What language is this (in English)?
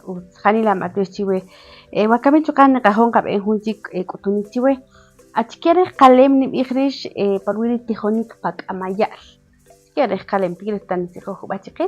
Kaqchikel